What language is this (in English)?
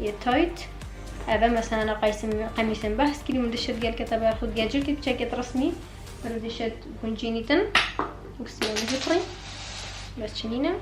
Kurdish